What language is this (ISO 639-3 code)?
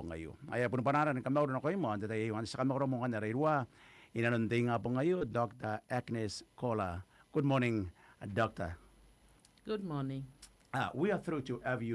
gil